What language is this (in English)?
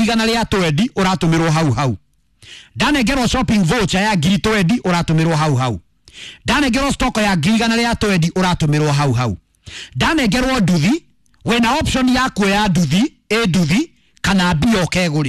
Kikuyu